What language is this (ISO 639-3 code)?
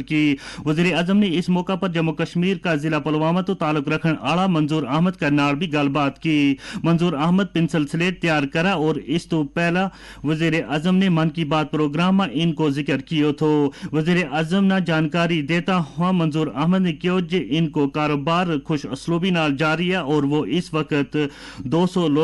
gju